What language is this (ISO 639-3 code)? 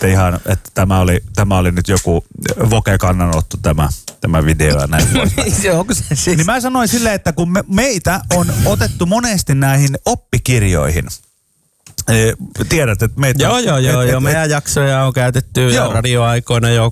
fin